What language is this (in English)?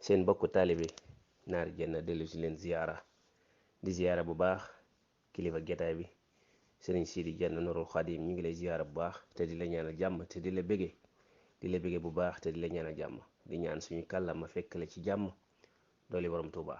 Wolof